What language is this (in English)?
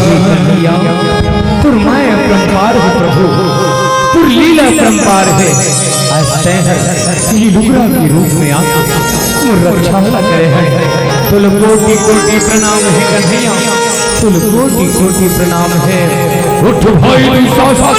Chhattisgarhi